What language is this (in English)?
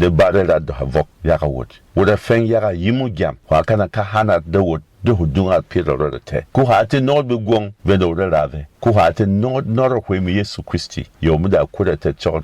Berom